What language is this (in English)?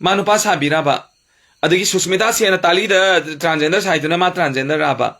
Manipuri